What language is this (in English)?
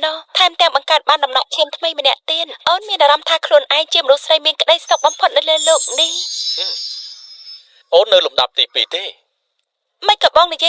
Khmer